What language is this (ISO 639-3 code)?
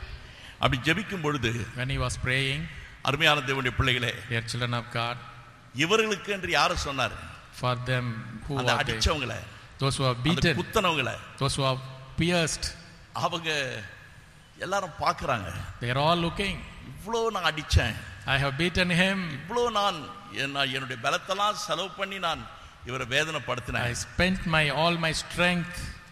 tam